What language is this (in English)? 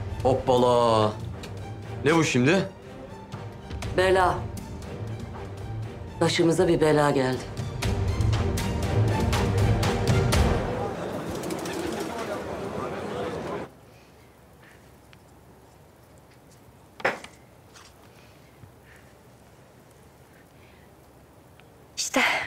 Turkish